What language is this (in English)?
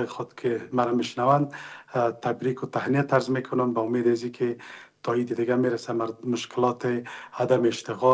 Persian